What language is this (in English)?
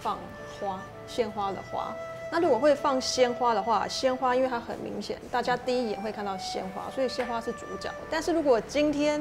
Chinese